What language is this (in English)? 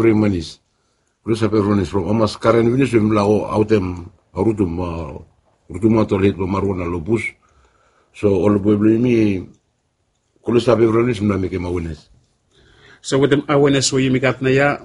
Bislama